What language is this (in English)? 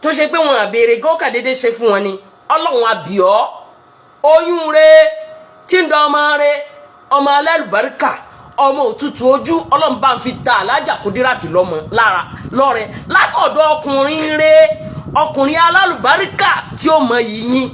Yoruba